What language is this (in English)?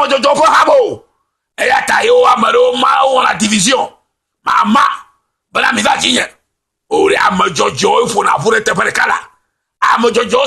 Ewe